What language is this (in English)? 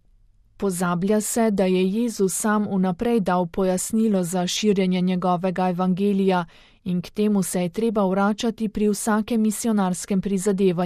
Slovenian